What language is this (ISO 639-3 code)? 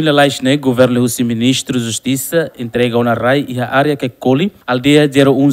tet